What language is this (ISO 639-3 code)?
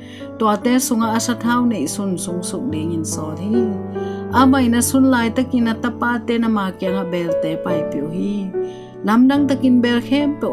ctd